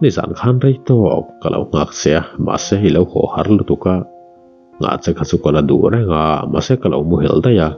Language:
Mizo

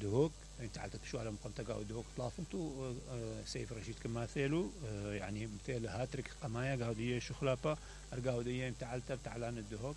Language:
Mesopotamian Arabic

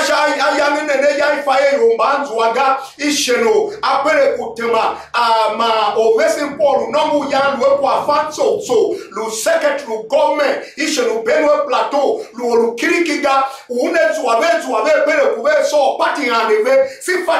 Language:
Tiv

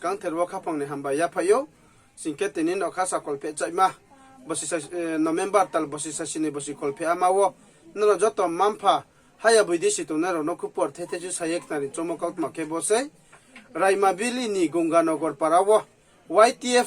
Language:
Riang (India)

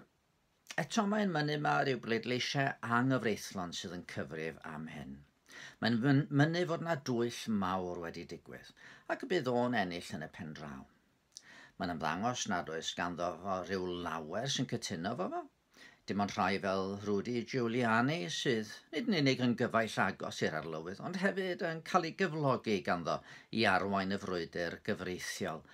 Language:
Welsh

